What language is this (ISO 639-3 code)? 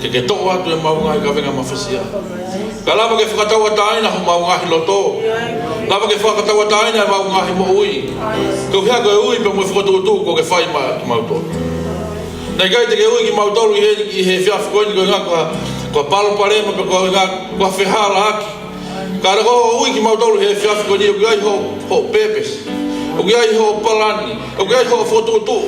ton